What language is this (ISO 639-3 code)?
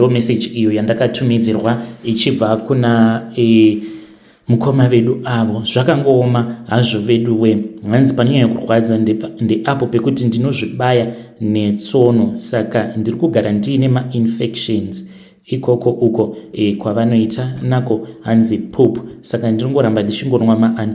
sna